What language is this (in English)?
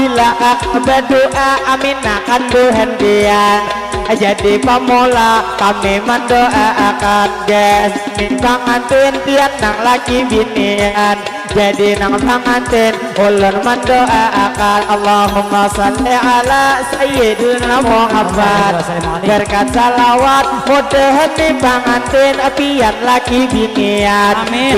Banjar